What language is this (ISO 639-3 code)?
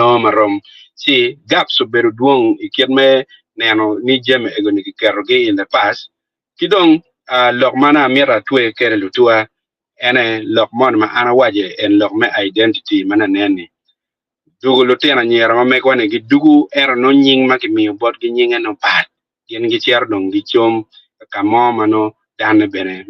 ach